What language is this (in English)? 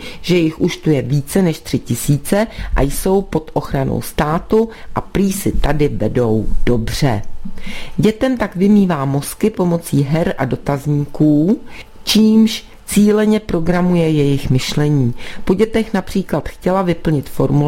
Czech